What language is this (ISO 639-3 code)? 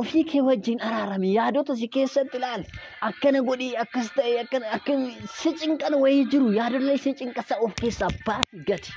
orm